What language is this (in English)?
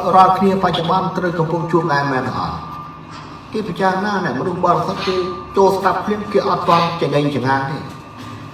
Khmer